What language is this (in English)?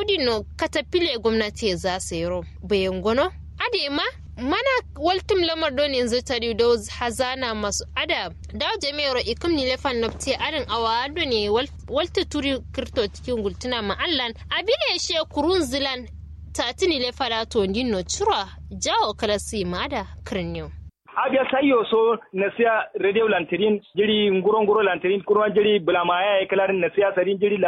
Kanuri